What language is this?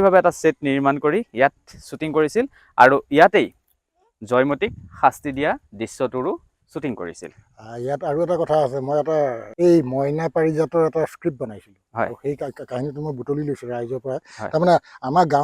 Assamese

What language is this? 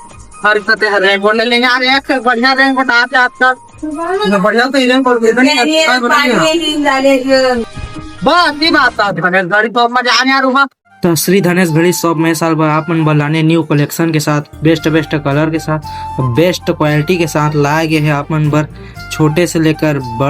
Chhattisgarhi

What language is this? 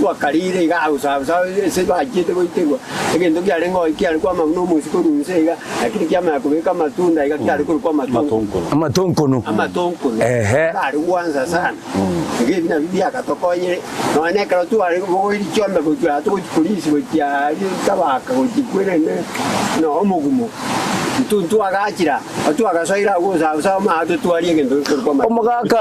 Gusii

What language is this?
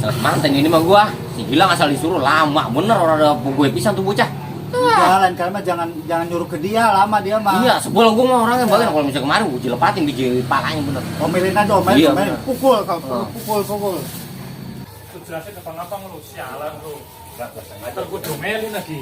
Betawi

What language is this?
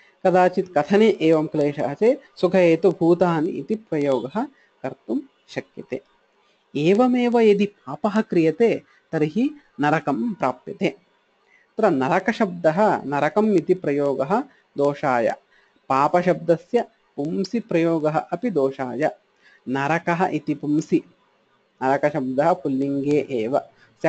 Sanskrit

